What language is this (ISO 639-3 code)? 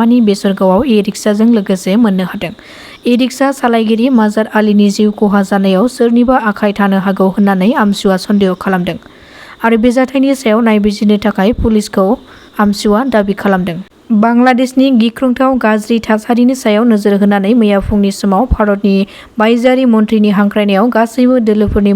brx